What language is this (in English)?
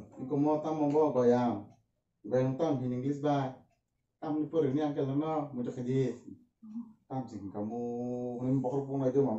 Kok Borok